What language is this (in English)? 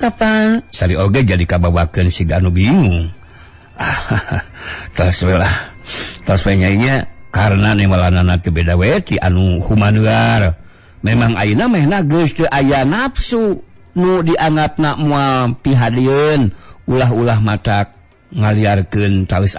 Sundanese